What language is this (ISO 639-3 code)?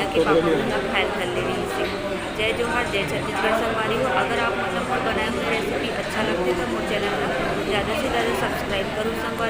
hne